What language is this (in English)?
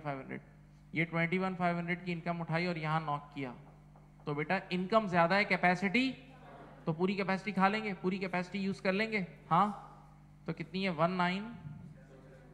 Hindi